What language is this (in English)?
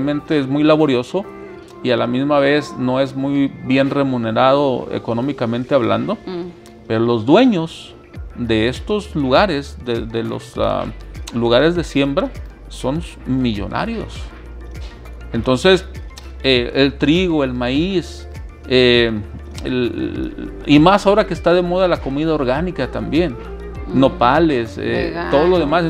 Spanish